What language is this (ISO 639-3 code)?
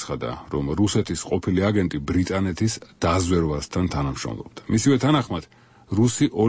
kat